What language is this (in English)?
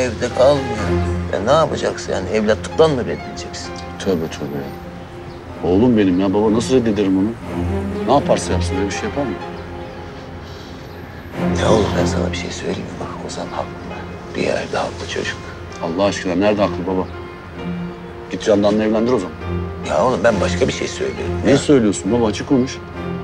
Turkish